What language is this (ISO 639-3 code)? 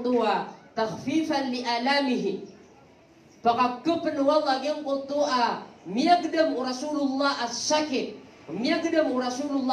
mrw